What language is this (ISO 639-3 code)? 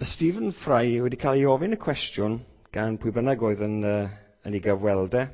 cym